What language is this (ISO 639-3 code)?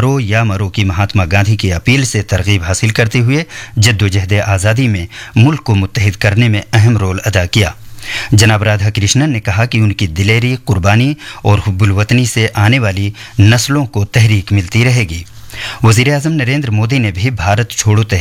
urd